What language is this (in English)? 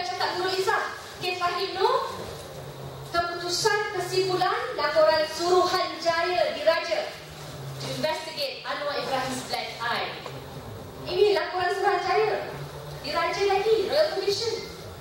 Malay